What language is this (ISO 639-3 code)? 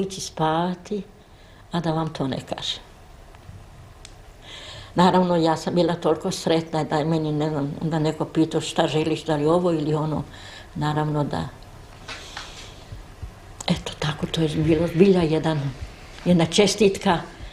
hrv